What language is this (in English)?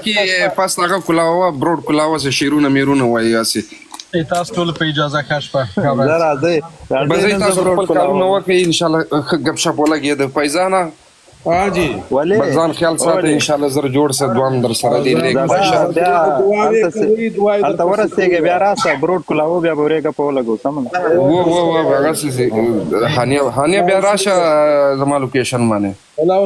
Pashto